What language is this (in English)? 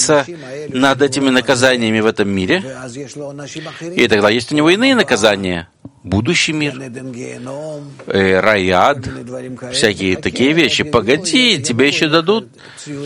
Russian